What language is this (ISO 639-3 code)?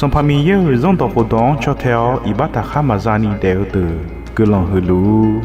ahk